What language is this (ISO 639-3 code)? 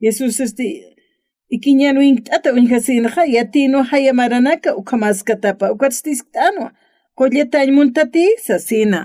aym